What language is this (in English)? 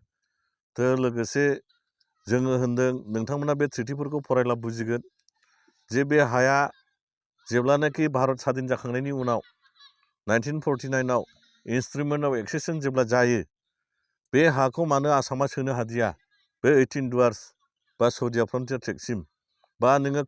Bodo